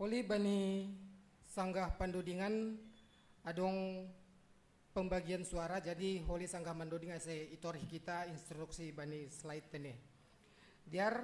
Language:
Batak Simalungun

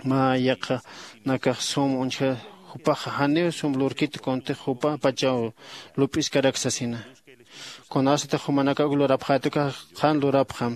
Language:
Aymara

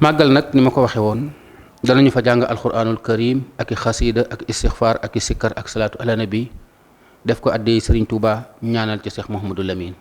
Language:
Wolof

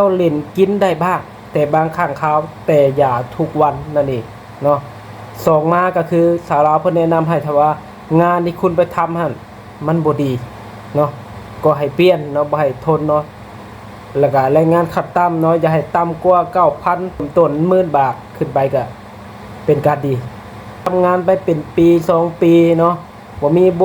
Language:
Lao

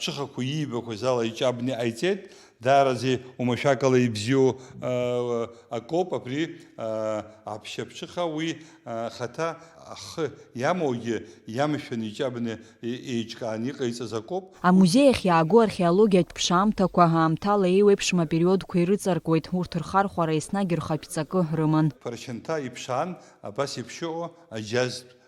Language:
Abkhazian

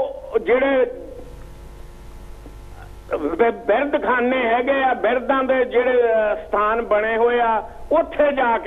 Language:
Punjabi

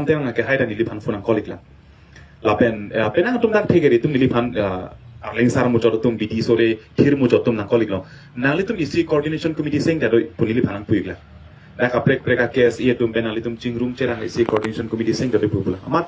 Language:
Karbi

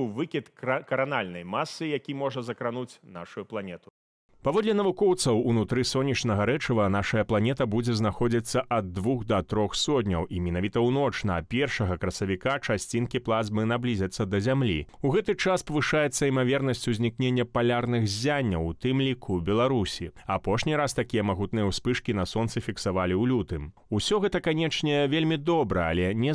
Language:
Belarusian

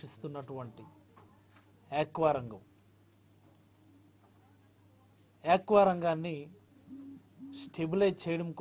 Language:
Telugu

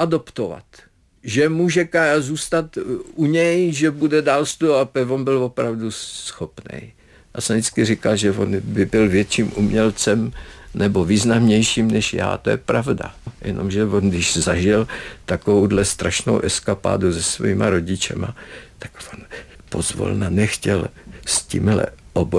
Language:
Czech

